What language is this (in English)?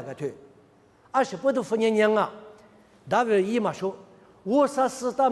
Lisu